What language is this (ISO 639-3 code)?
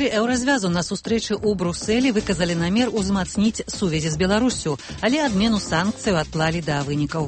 bel